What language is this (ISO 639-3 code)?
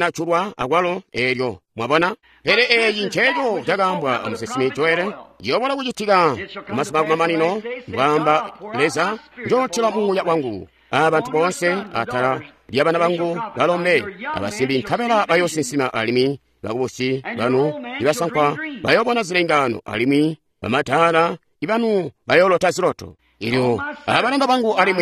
toi